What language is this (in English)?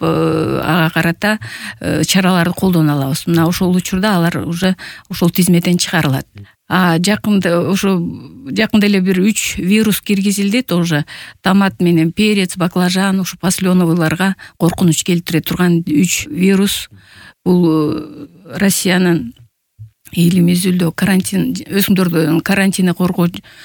Kyrgyz